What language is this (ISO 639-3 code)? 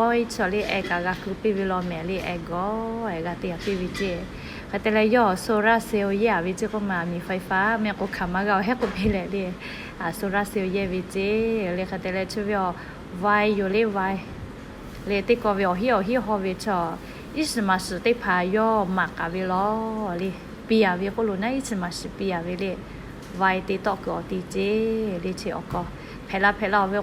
lhu